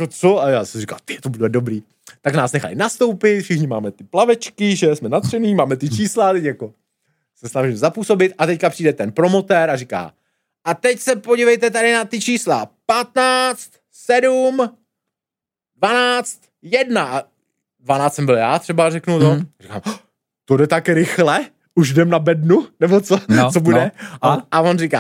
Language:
Czech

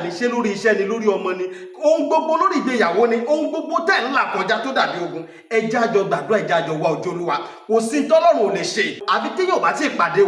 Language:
Yoruba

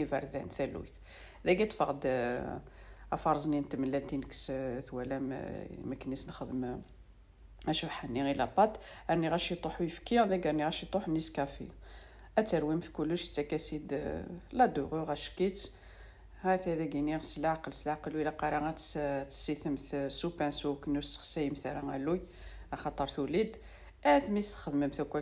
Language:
Kabyle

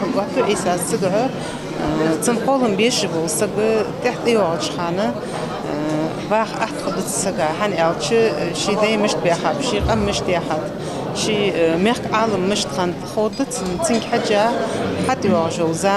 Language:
Ingush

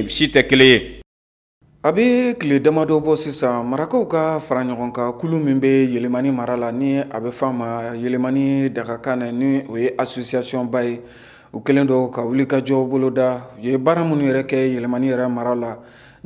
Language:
Bambara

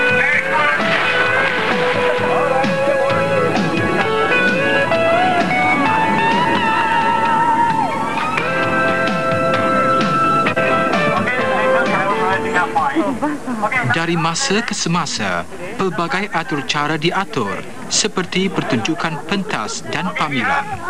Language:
Malay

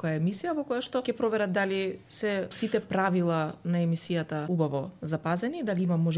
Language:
Macedonian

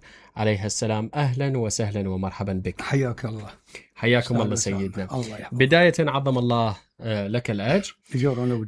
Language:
Mesopotamian Arabic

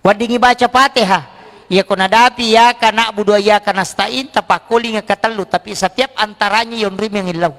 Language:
Buginese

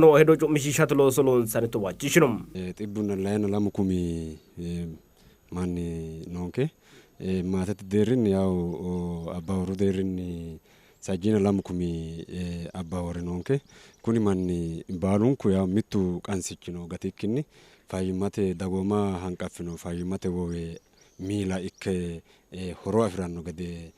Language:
Sidamo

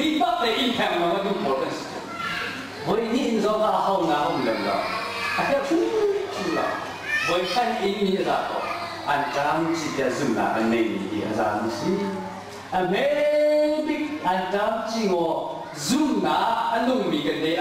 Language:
Hakha Chin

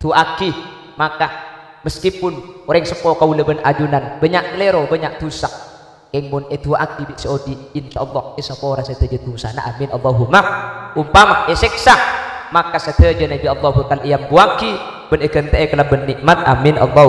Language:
Madurese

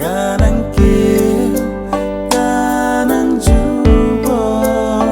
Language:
Khasi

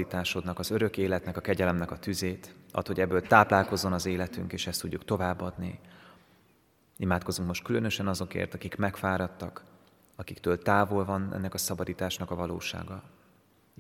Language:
Hungarian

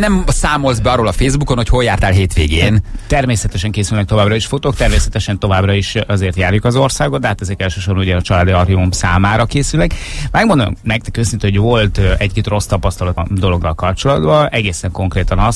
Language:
Hungarian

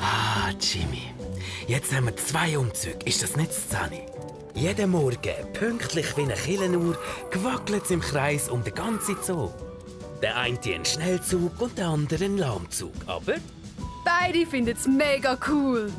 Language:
Swiss German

